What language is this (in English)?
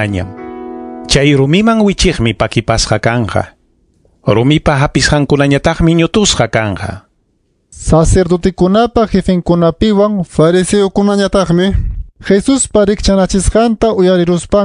Ayacucho Quechua